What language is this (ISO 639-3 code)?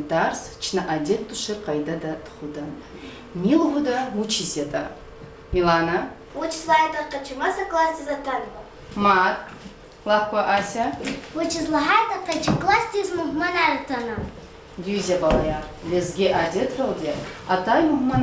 lez